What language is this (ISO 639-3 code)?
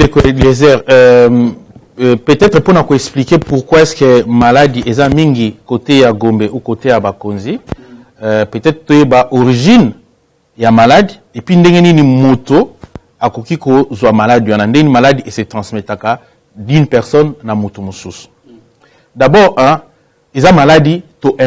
lin